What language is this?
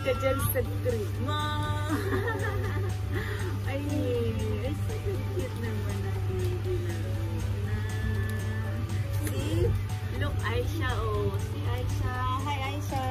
Filipino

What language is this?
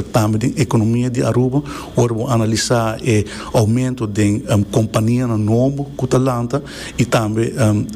Papiamento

